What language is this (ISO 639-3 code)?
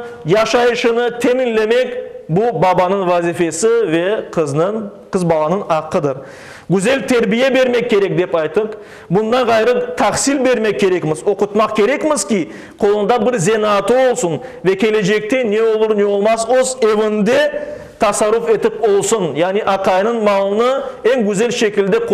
crh